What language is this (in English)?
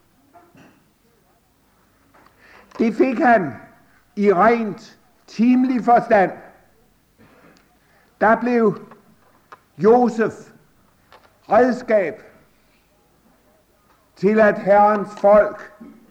Danish